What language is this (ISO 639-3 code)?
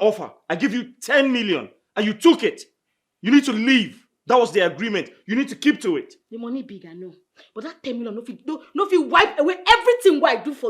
pcm